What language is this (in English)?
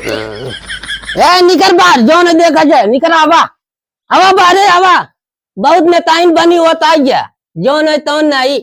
Awadhi